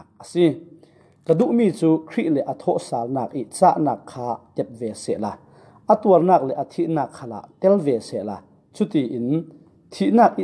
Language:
Falam Chin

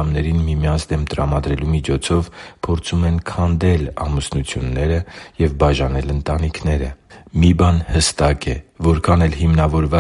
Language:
Armenian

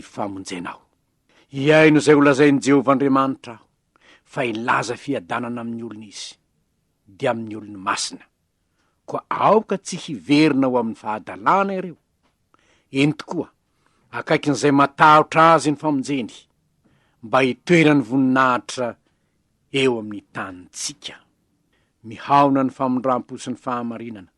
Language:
Malagasy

